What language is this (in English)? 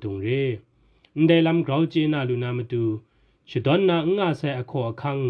Kachin